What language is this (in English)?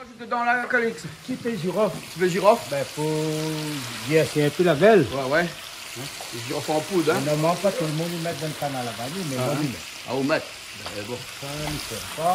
Réunion Creole French